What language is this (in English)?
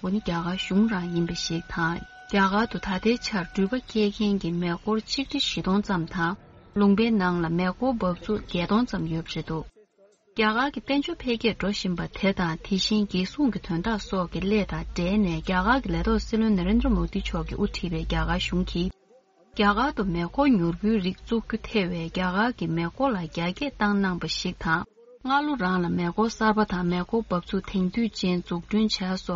Tibetan